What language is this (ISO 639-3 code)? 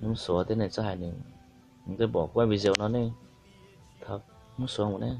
hmn